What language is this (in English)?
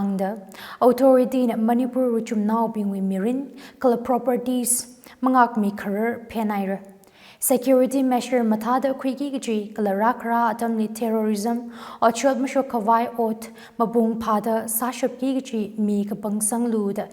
Tangkhul Naga (India)